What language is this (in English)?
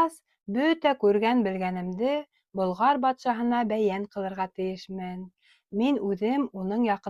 Bashkir